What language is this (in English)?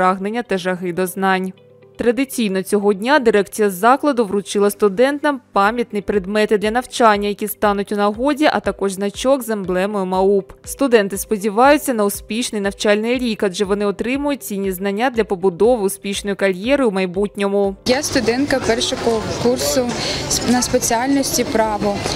Ukrainian